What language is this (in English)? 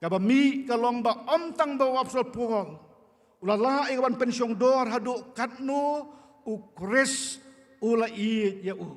Khasi